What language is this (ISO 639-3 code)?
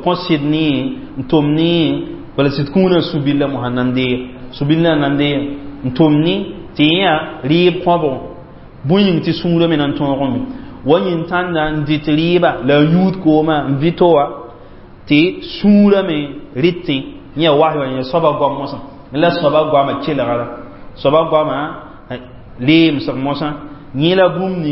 mos